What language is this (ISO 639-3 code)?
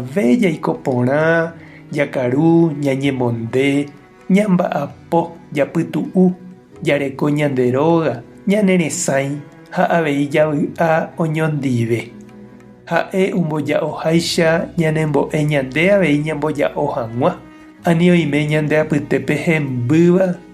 grn